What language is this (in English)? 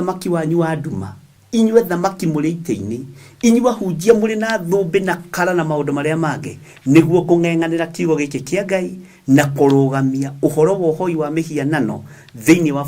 Kikuyu